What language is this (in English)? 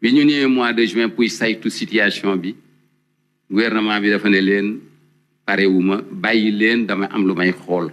Wolof